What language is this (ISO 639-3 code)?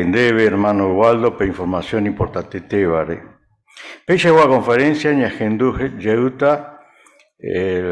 grn